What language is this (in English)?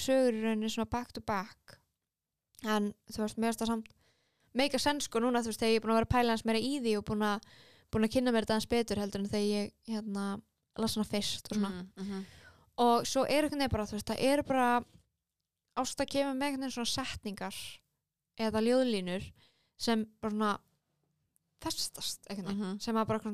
Icelandic